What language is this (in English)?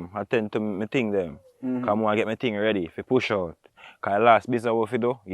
Jamaican Creole English